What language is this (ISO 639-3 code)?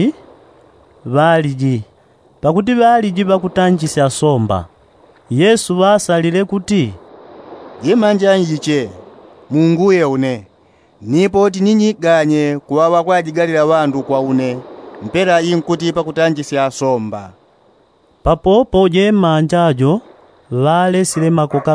yao